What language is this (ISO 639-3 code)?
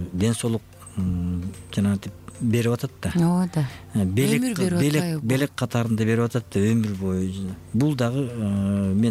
kir